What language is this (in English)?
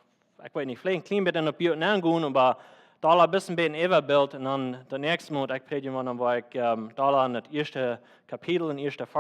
Plautdietsch